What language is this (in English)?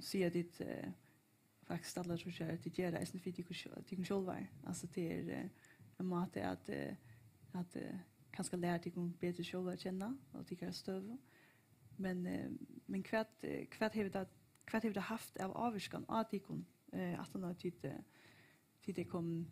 Faroese